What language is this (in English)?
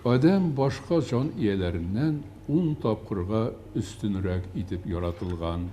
Tatar